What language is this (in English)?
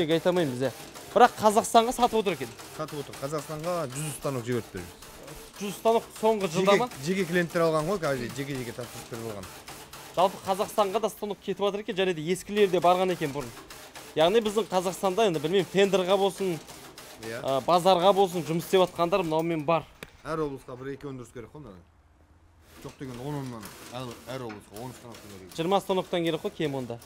Kazakh